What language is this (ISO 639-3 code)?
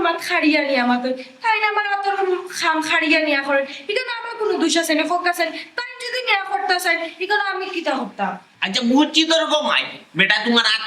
syl